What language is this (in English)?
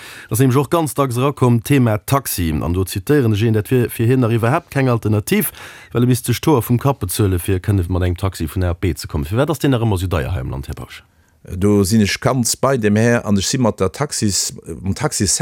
Luxembourgish